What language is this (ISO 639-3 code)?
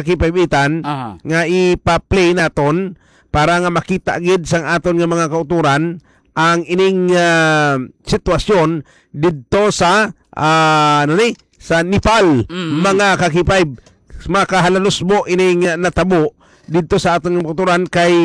hil